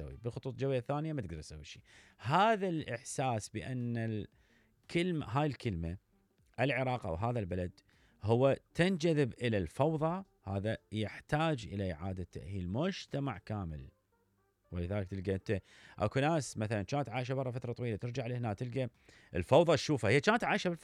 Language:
Mesopotamian Arabic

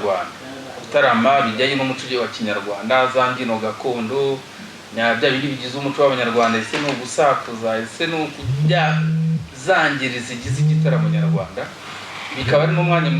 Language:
Kinyarwanda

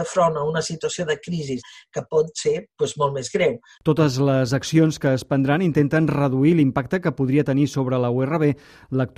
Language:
Catalan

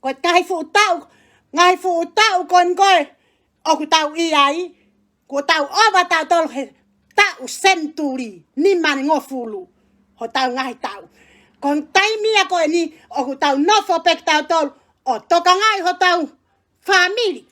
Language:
Tongan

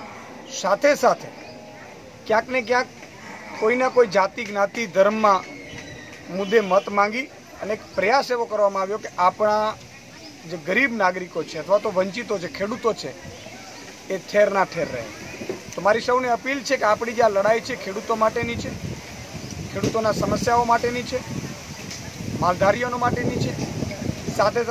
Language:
Gujarati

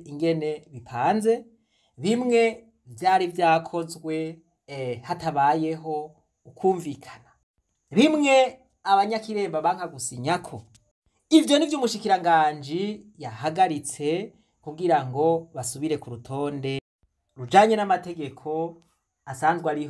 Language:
Rundi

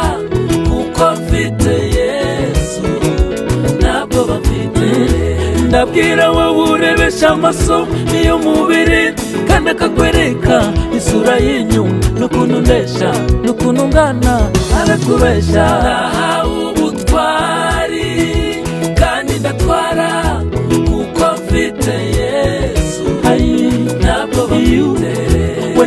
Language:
Kinyarwanda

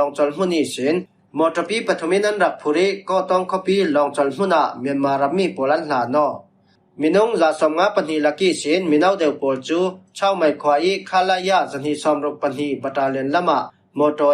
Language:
Falam Chin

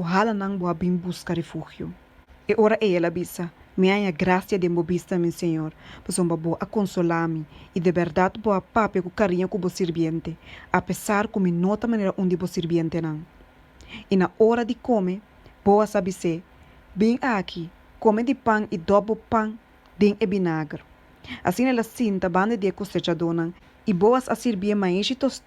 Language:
Papiamento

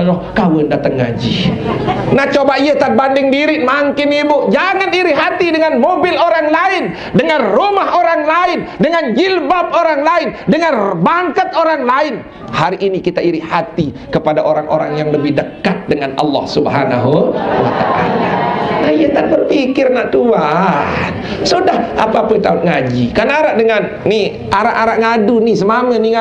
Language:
Sasak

